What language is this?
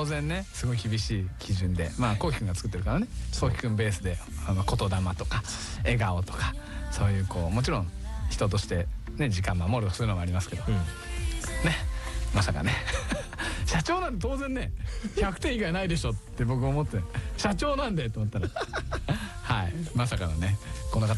Japanese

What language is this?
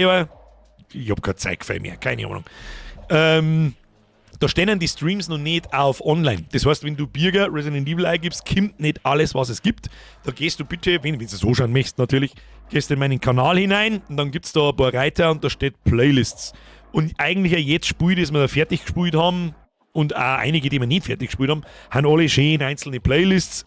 Bavarian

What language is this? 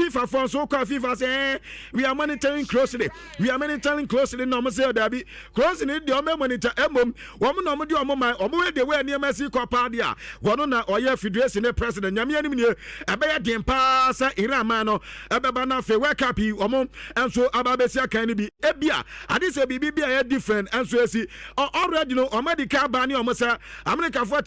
Akan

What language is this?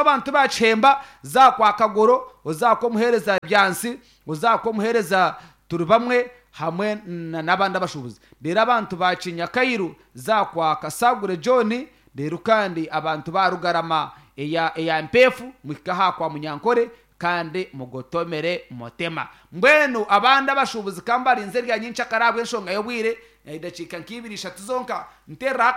Nyankole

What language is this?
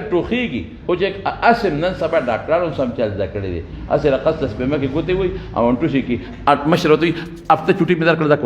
Pashto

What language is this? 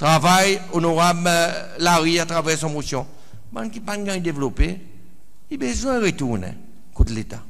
Seselwa Creole French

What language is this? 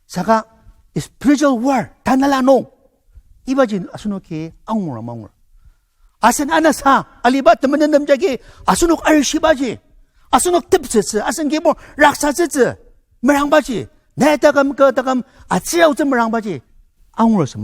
Ao Naga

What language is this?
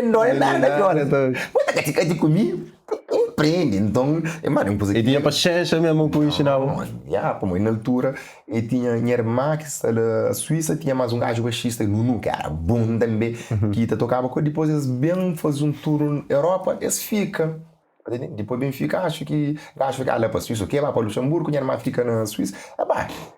Kabuverdianu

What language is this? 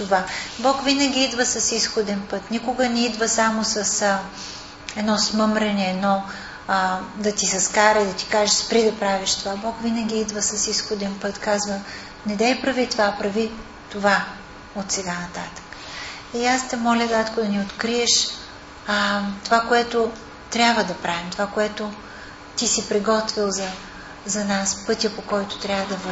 Bulgarian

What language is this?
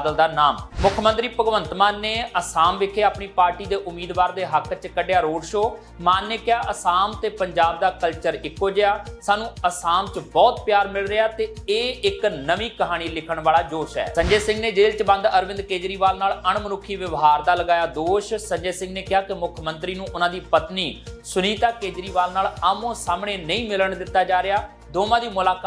Punjabi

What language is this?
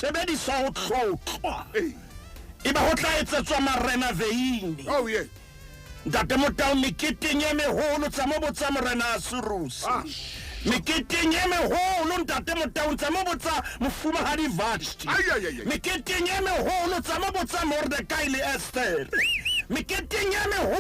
Southern Sotho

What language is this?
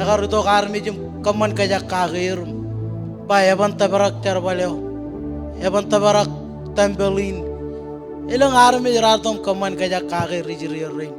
Marshallese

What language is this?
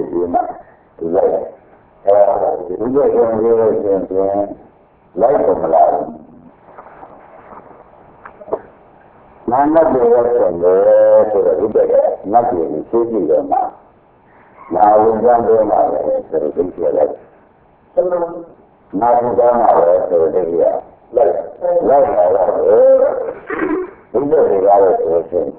Burmese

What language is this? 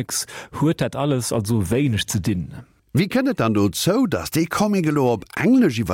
Luxembourgish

